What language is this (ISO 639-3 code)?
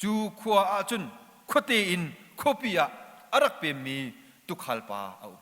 cnh